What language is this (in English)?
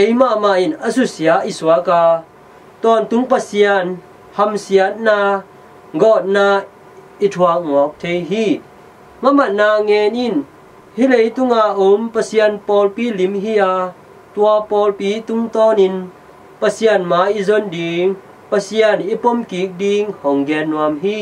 Tedim Chin